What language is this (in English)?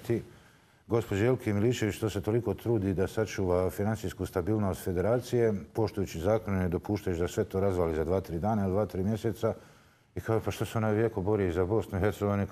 Bosnian